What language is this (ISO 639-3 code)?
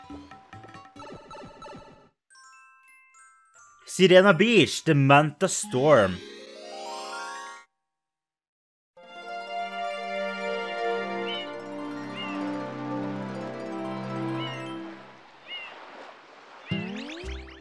nor